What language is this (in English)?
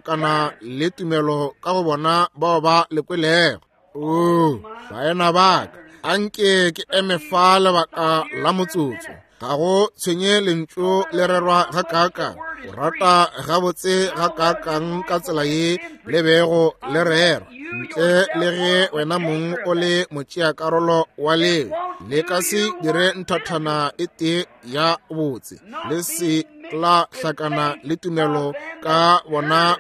Northern Sotho